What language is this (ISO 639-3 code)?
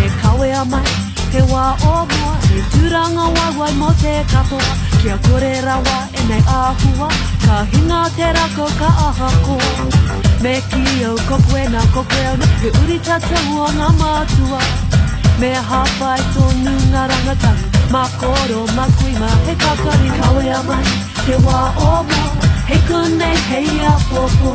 mri